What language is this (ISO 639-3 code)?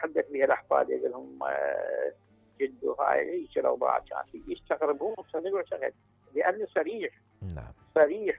acm